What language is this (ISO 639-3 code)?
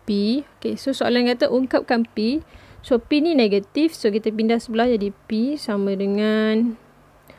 msa